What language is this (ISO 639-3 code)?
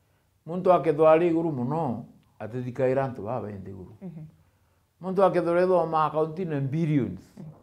mer